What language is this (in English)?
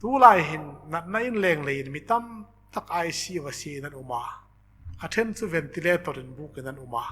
Hmar